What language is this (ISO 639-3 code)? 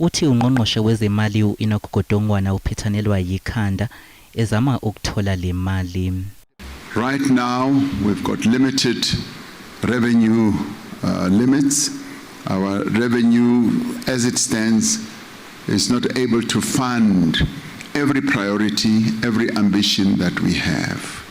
zul